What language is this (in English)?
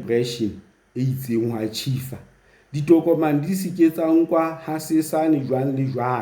Southern Sotho